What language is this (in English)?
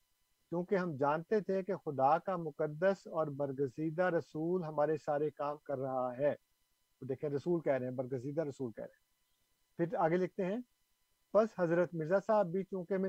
Urdu